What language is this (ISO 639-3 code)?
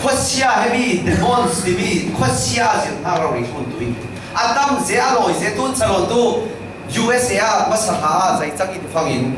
cfm